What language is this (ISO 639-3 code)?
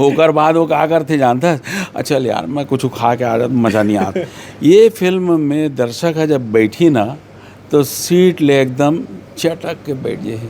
hne